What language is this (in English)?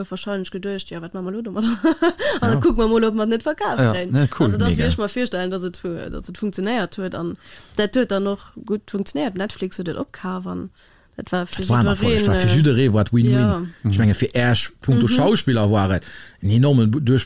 Luxembourgish